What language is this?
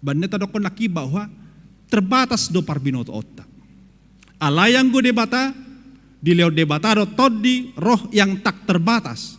Batak Toba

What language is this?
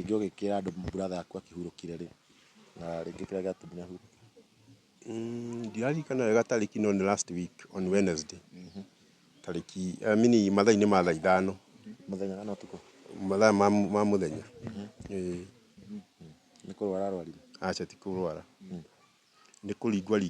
Kikuyu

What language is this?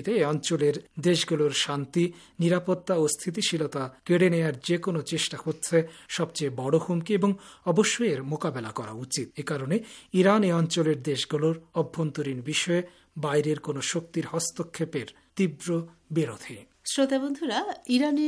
Bangla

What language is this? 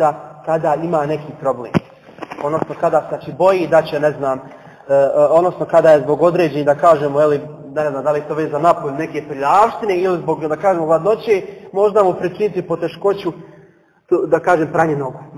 Bosnian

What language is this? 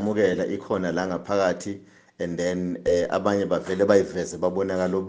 Zulu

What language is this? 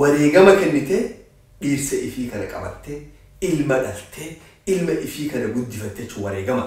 Oromo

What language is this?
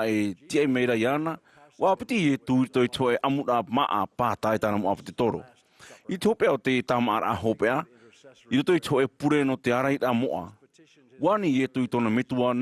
Tahitian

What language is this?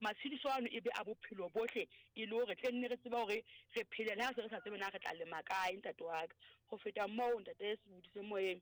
Southern Sotho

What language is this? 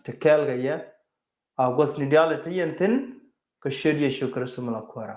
Nuer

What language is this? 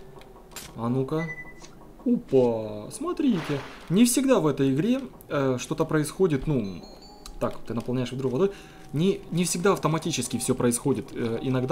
Russian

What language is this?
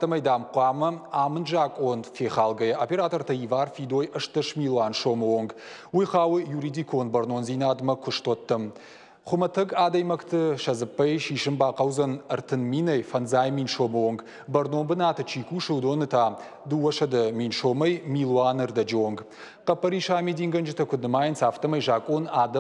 Ossetic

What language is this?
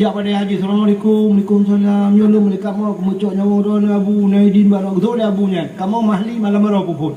Achinese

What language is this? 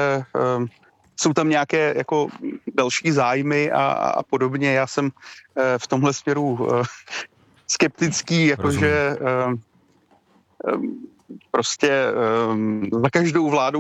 Czech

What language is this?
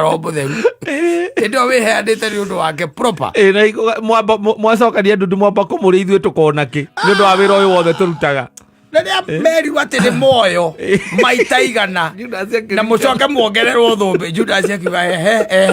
Kikuyu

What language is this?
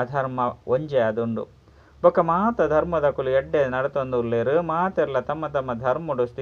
Tulu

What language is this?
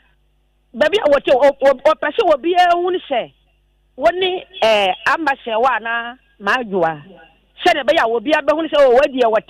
Akan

